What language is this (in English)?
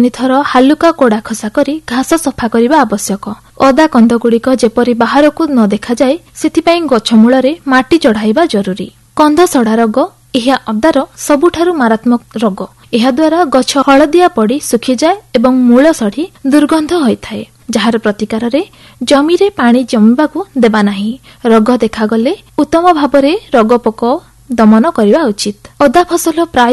Odia